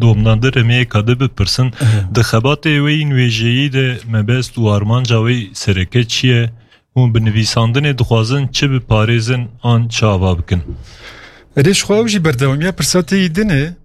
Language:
Kurdish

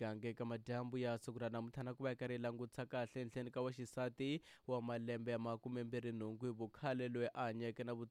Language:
Tsonga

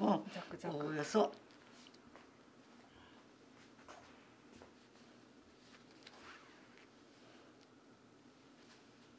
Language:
Japanese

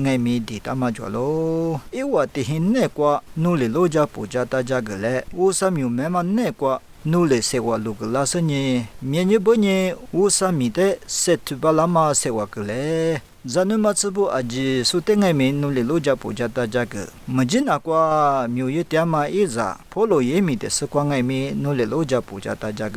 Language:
Lisu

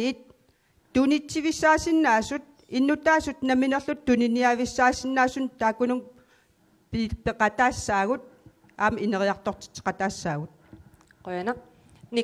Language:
Kalaallisut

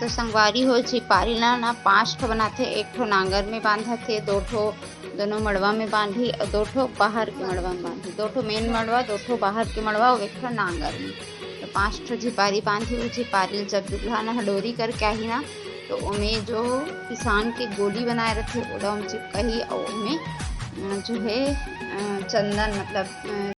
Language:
Chhattisgarhi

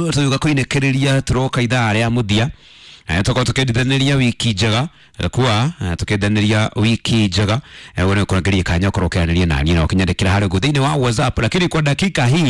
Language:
Kikuyu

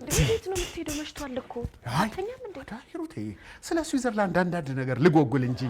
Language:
Amharic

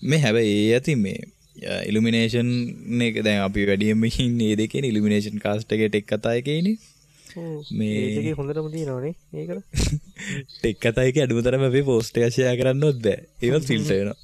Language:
Sinhala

